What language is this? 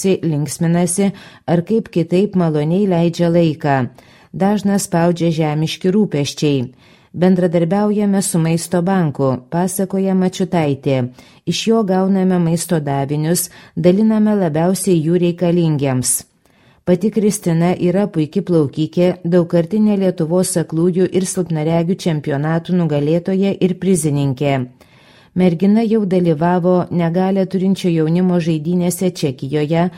Lithuanian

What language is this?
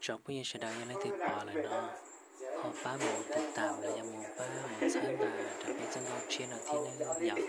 Hmong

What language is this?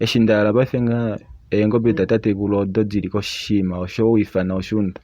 Kuanyama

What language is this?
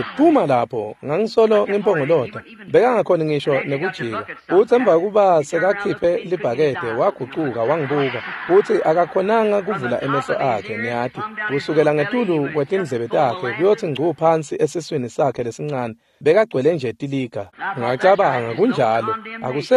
Swati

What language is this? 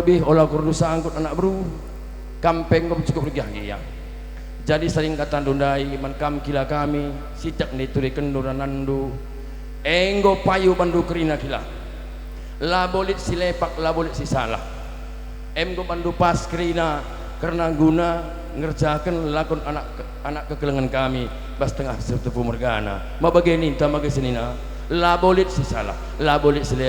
Batak Karo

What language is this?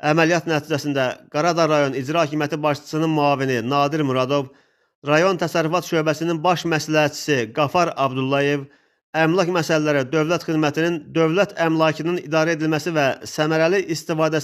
Azerbaijani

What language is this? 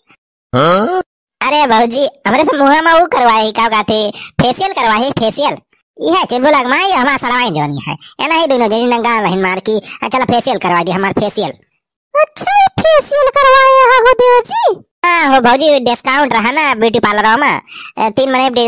Awadhi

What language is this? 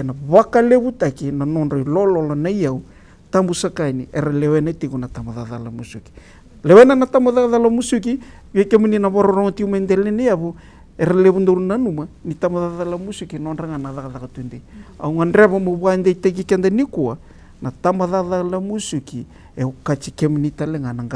Fijian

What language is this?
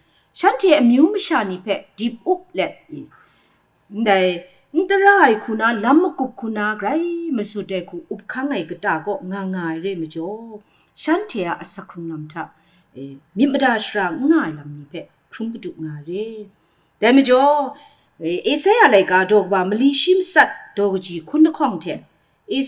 Kachin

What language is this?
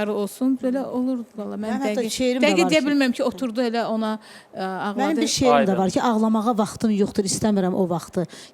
Azerbaijani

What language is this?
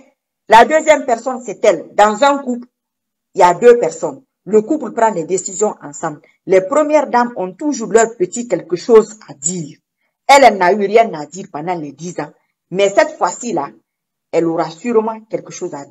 French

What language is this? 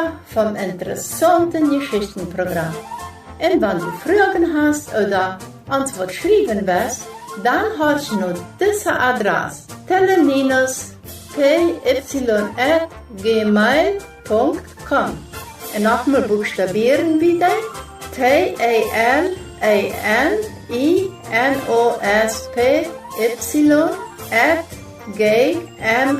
Plautdietsch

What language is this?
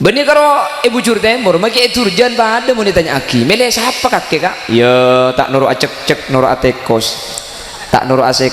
Madurese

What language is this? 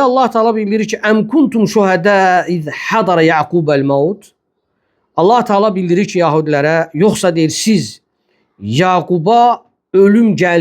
Azerbaijani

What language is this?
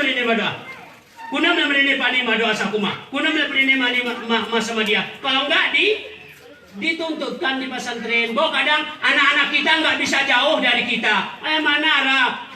Gayo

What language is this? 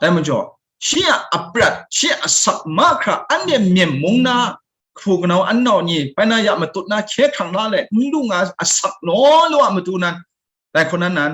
Kachin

